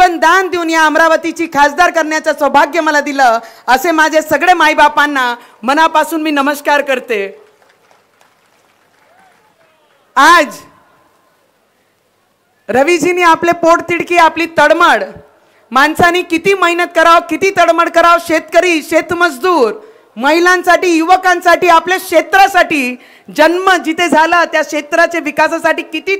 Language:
Marathi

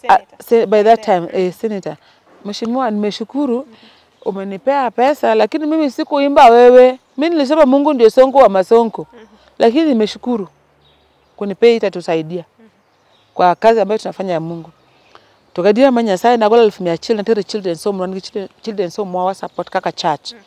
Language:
Luo (Kenya and Tanzania)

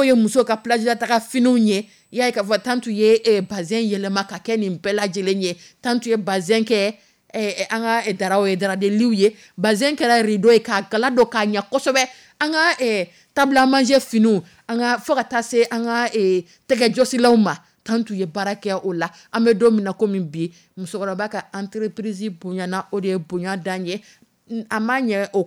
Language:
Dyula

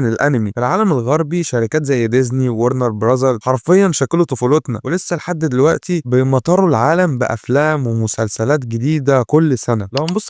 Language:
Egyptian Arabic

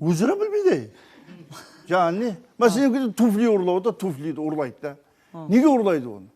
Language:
Kara-Kalpak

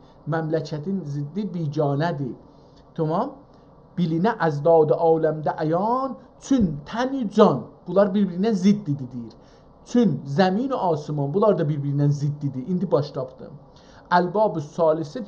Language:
South Azerbaijani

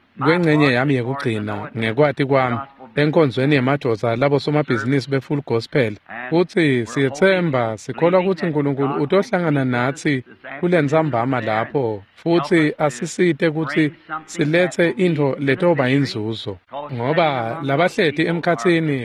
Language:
Swati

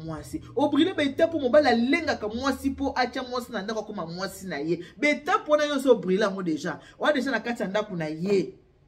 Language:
Lingala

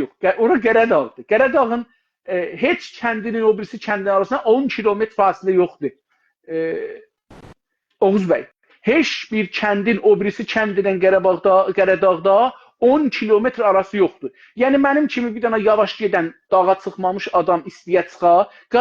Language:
South Azerbaijani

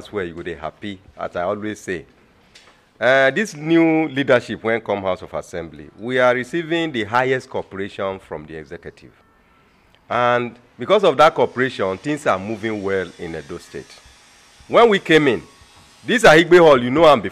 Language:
Nigerian Pidgin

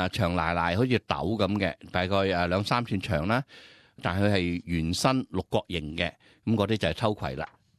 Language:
Cantonese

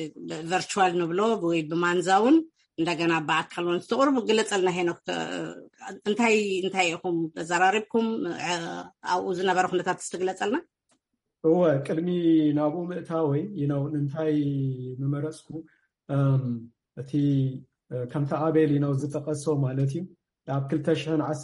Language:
Tigrinya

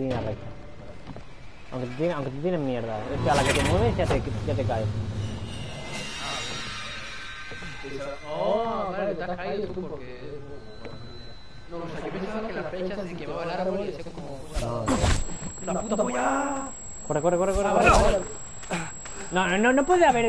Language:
Spanish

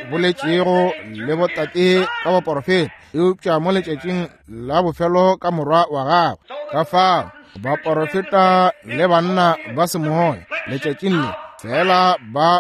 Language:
Northern Sotho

